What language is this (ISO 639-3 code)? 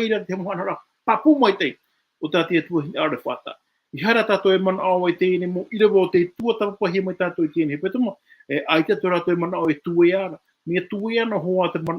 tah